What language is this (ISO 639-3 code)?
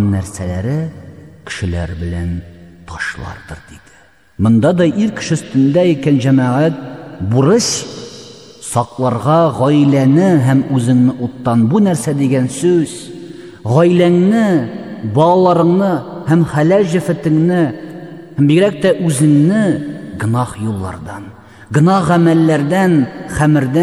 tat